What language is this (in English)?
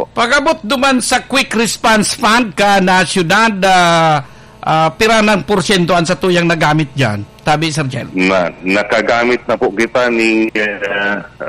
Bikol